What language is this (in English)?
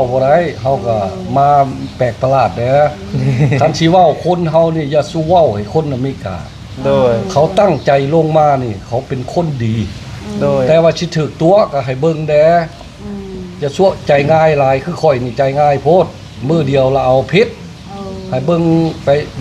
Northeastern Thai